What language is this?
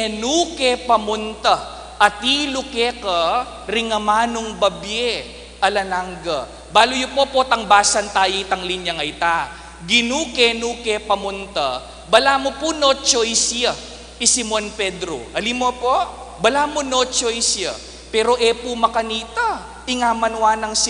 Pampanga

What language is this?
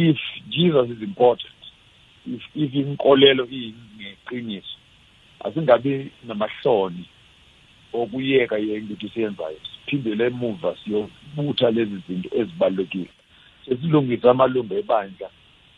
South Ndebele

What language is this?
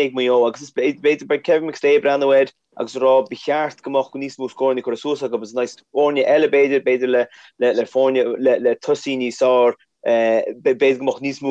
Irish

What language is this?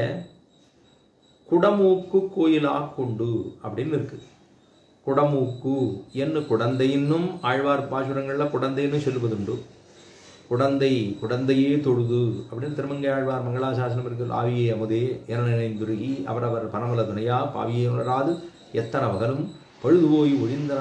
Tamil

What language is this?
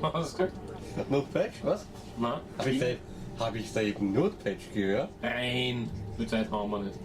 Bavarian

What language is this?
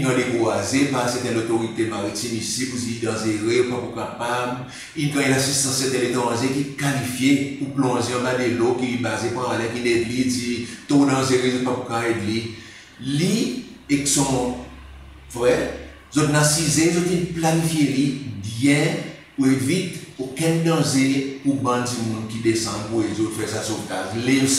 Seselwa Creole French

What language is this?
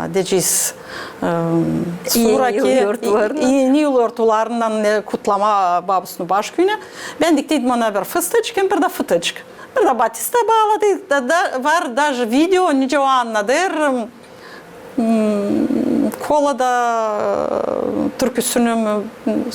Gagauz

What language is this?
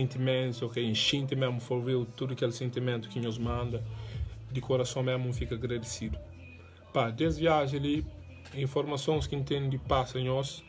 Kabuverdianu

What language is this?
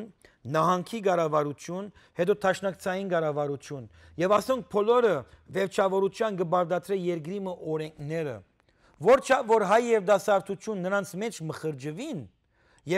Western Armenian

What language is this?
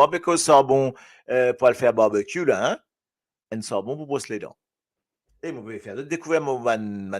Morisyen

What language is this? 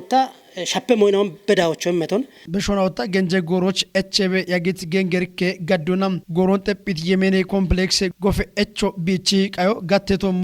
Kafa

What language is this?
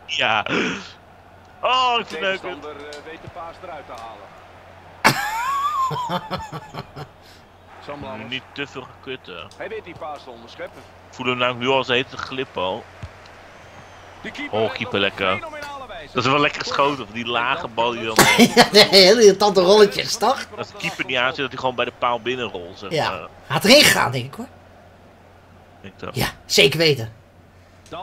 Dutch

